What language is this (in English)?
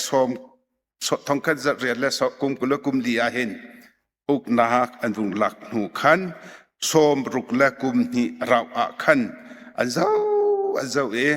Hakha Chin